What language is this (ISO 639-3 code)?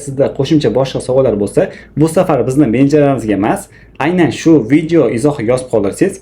uzb